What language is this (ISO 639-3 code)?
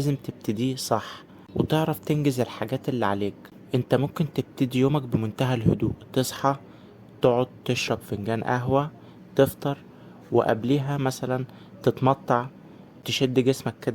arz